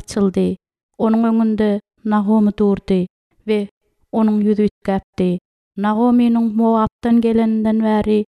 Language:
Turkmen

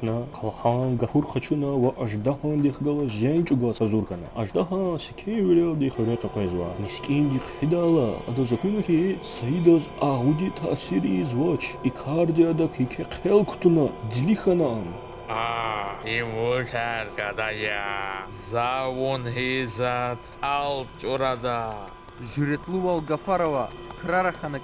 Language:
Lezghian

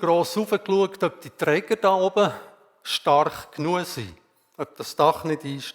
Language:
Swiss German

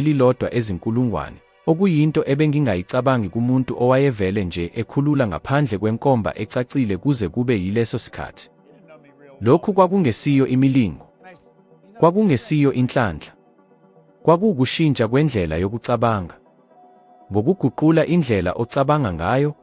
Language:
Zulu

